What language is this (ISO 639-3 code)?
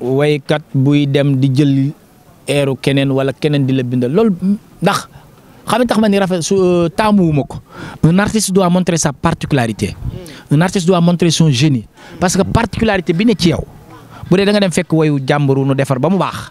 wol